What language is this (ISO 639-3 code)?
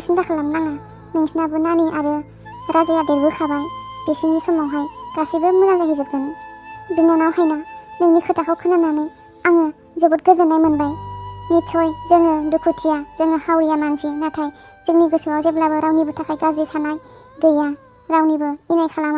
brx